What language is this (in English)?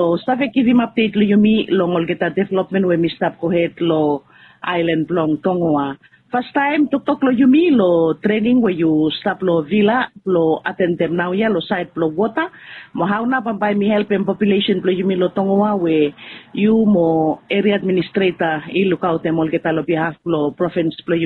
Bislama